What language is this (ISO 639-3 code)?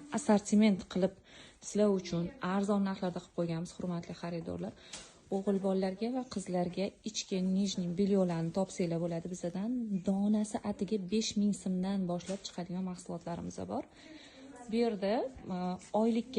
uzb